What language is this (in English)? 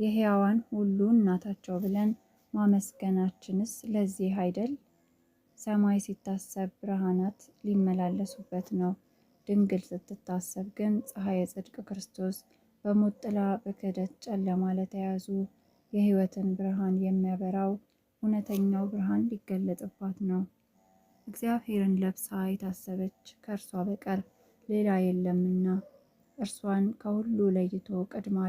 Amharic